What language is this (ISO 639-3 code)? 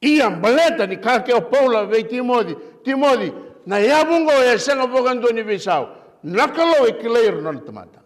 fij